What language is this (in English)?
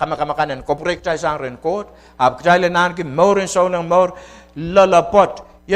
Pohnpeian